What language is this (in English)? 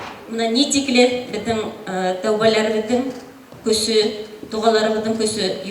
Bashkir